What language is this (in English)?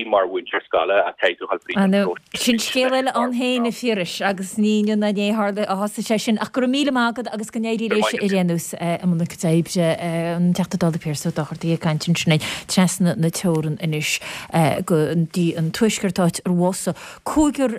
Irish